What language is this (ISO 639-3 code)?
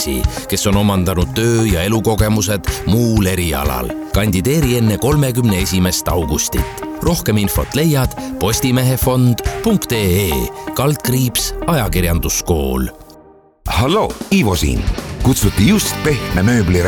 est